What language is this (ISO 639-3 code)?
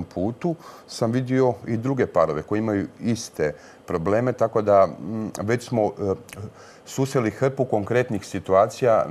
hrv